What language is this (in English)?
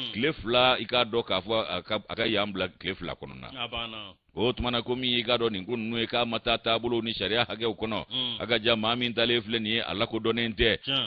Bambara